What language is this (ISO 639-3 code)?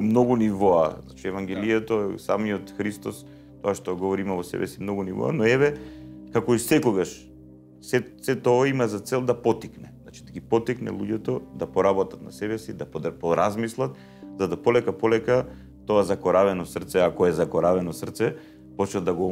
mkd